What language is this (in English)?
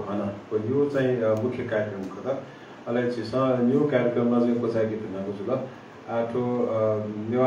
Newari